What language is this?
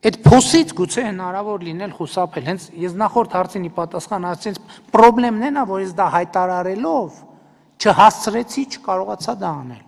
Armenian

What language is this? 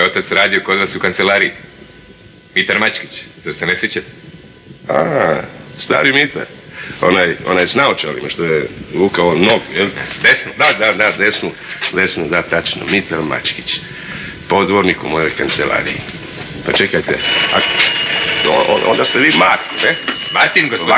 Croatian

